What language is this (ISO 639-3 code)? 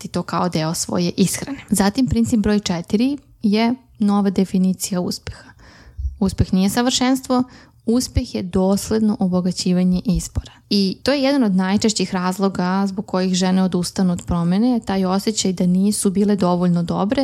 srp